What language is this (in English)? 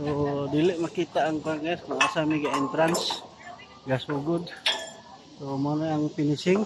Cebuano